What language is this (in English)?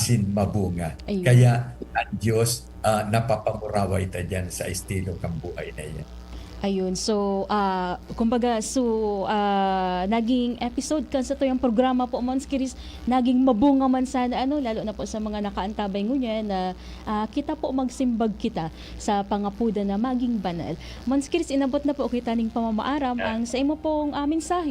Bikol